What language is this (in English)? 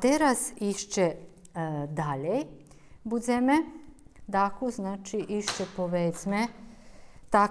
Rusyn